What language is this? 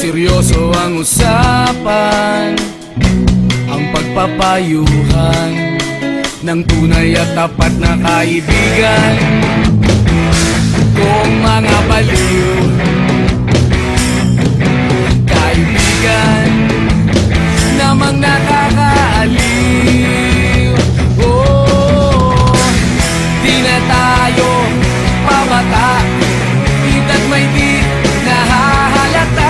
Filipino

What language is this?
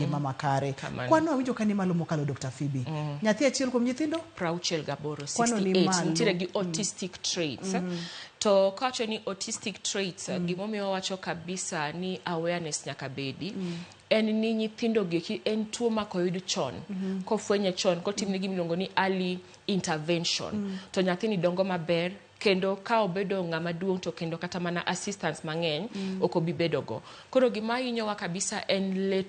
Luo (Kenya and Tanzania)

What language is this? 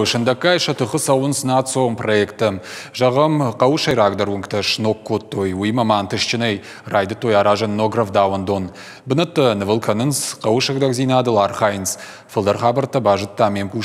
Ossetic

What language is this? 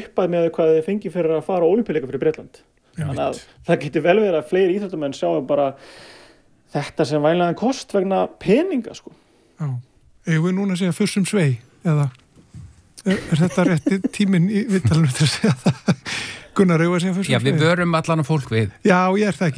Icelandic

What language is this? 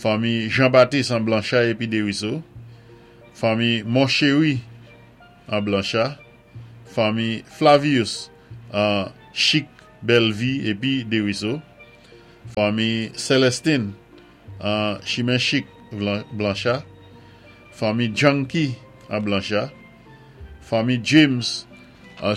Saint Lucian Creole French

